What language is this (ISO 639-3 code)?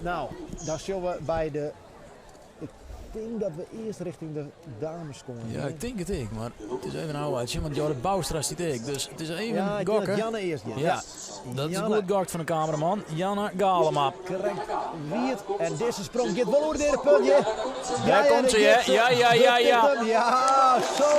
fry